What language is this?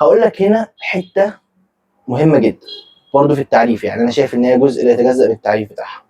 Egyptian Arabic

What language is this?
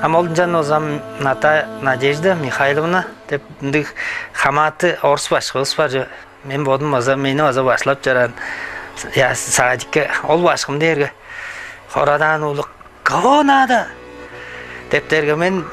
Tuvinian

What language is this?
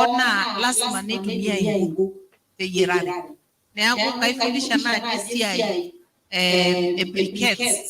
Masai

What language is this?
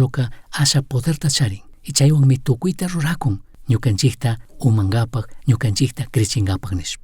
Chimborazo Highland Quichua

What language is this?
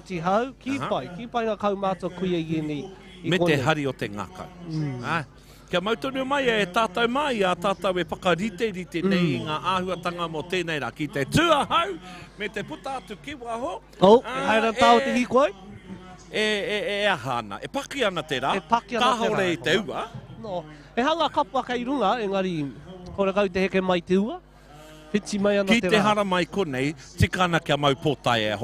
Māori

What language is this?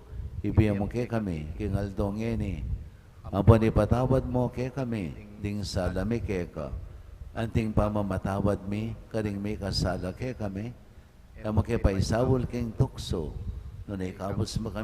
Pampanga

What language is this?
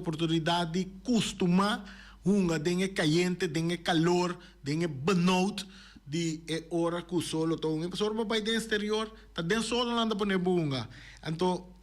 Papiamento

